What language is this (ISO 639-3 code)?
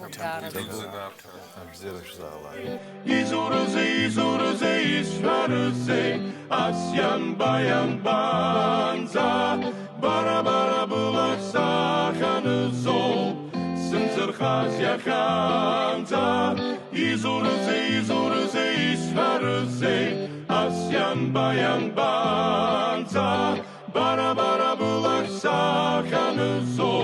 abk